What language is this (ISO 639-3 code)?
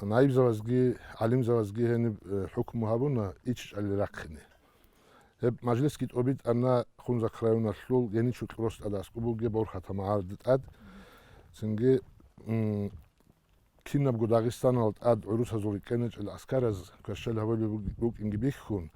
ava